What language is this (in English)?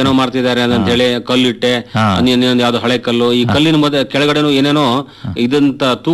Kannada